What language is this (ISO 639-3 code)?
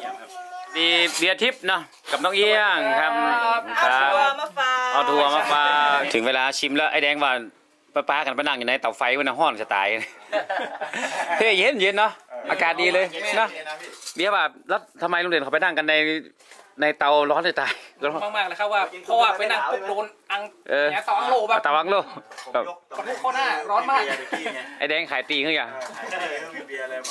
tha